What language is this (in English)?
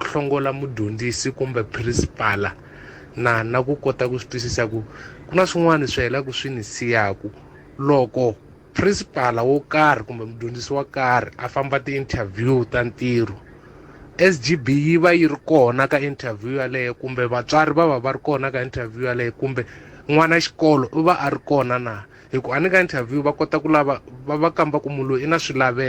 Tsonga